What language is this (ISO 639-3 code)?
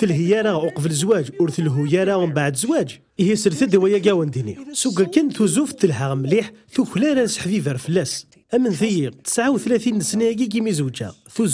kab